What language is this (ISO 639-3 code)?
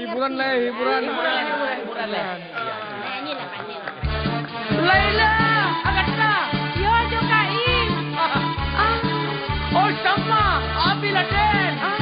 min